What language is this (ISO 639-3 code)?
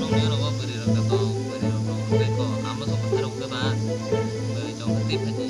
trp